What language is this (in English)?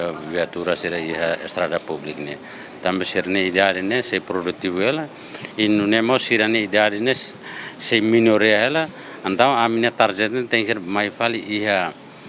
Tetum